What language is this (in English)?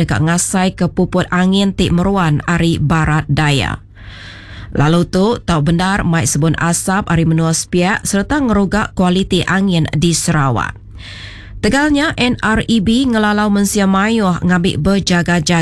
Iban